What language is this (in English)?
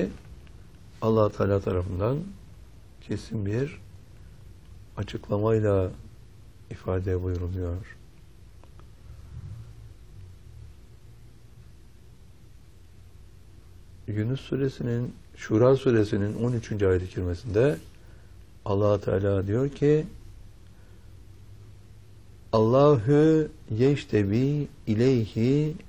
Turkish